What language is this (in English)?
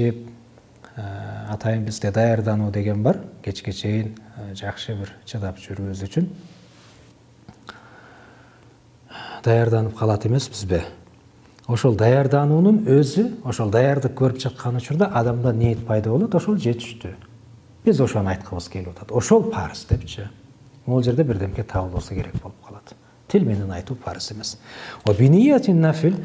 Kyrgyz